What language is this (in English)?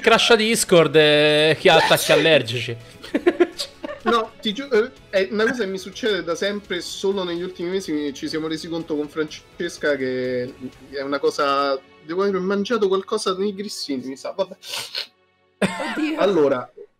Italian